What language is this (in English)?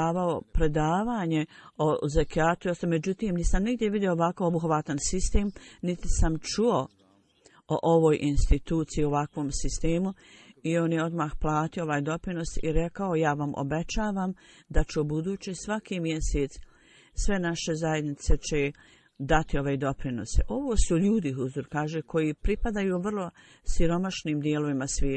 Bosnian